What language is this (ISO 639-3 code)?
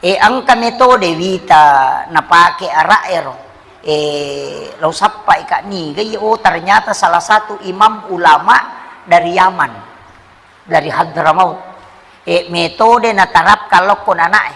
bug